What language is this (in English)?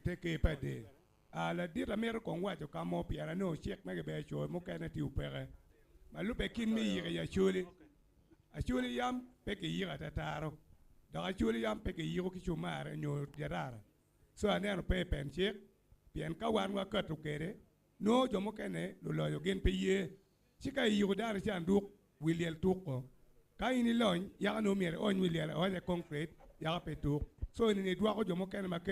Acoli